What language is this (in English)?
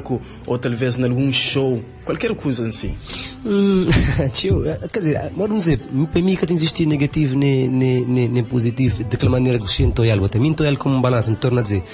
Kabuverdianu